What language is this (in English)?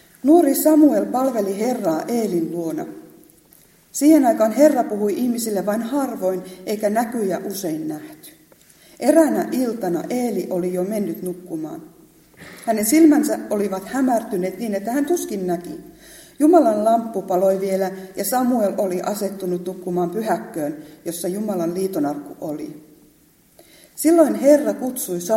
Finnish